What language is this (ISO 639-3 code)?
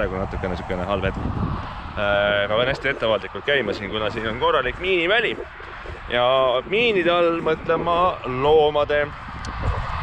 est